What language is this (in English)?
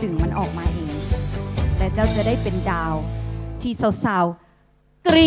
Lao